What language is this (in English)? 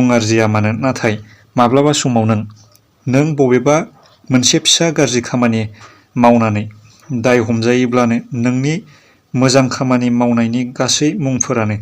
Bodo